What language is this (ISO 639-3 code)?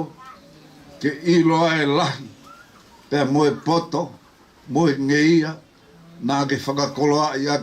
ton